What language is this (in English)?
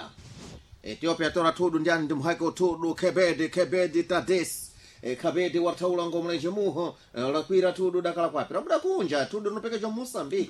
Sena